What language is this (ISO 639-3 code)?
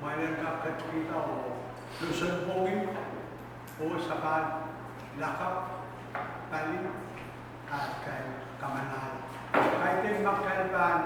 pon